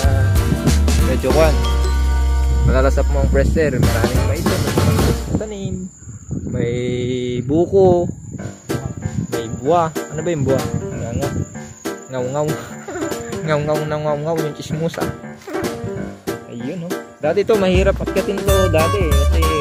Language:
Filipino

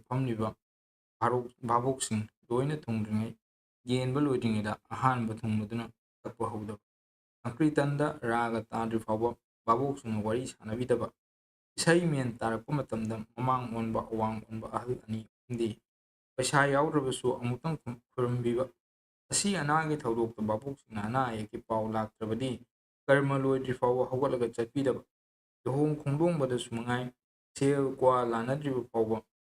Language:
Manipuri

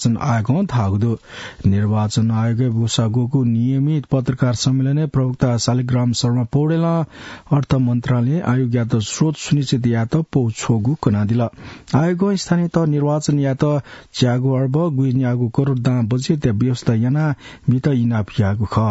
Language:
Newari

